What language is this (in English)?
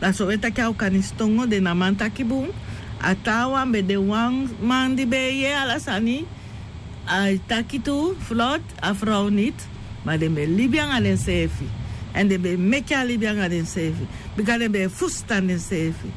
Sranan Tongo